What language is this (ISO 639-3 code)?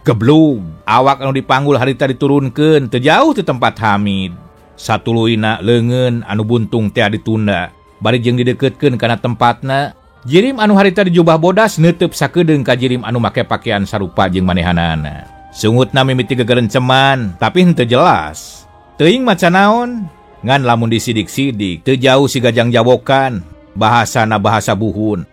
sun